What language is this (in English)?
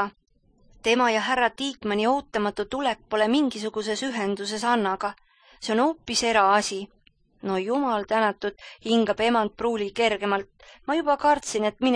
Estonian